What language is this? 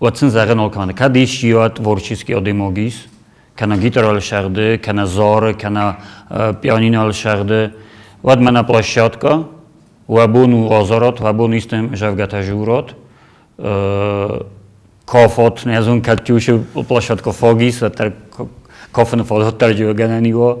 Ossetic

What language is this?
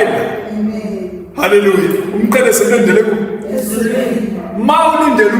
Zulu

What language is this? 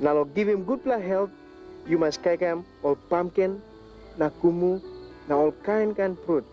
Tok Pisin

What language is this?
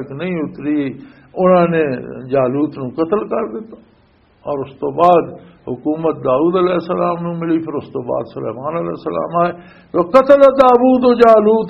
Western Panjabi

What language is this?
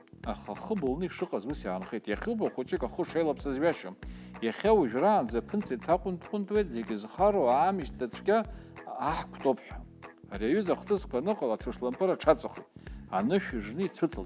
Abkhazian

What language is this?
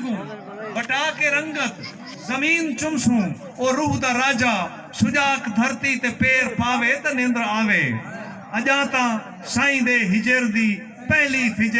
Saraiki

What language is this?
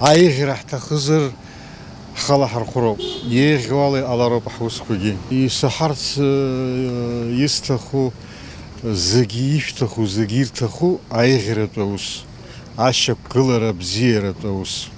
Abkhazian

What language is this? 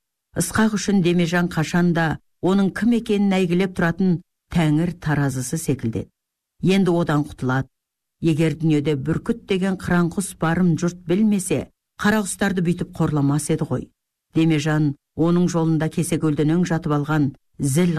Kazakh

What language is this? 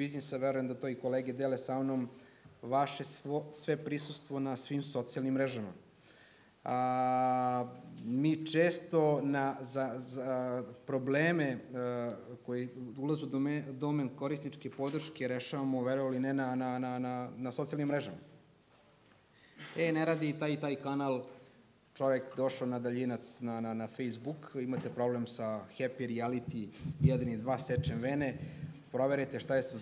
Serbian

